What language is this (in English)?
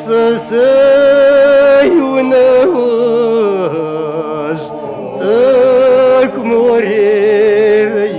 Kabardian